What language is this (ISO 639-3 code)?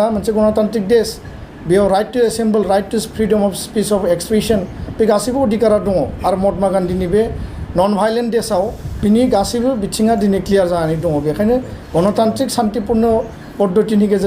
brx